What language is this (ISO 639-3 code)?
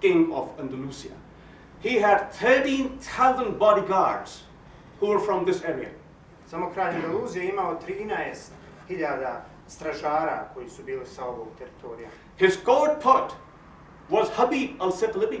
bos